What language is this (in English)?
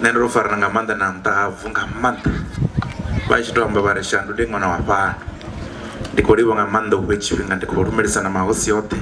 Venda